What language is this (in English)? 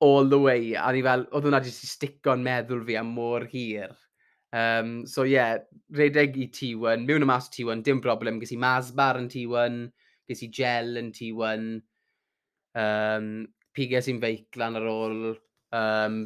Welsh